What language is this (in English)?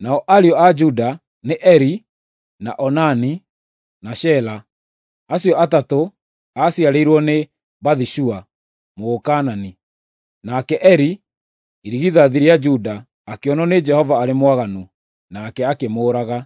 Kikuyu